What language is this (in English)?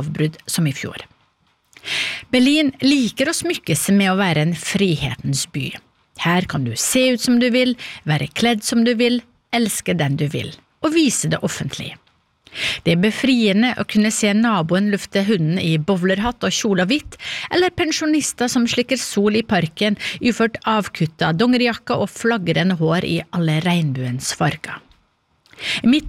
Norwegian